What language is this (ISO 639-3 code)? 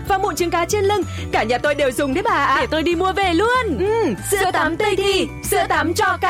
vie